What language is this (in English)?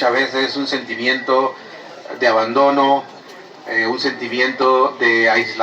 Bribri